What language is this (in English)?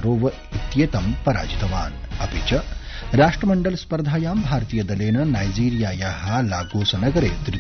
Sanskrit